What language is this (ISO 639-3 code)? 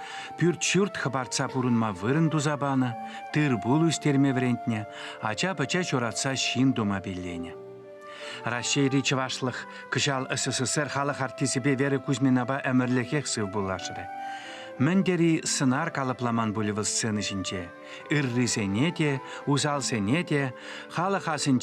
chv